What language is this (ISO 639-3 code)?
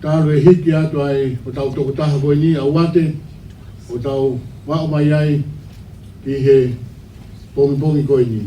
ton